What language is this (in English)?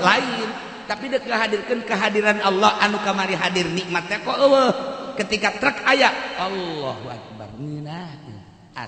Sundanese